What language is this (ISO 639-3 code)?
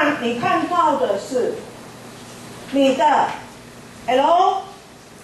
zho